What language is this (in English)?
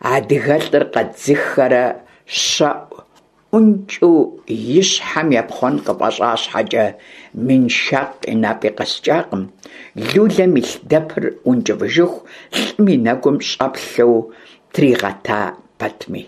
Kabardian